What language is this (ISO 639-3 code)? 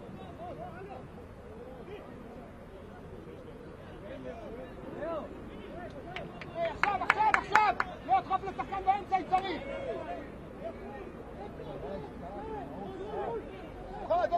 heb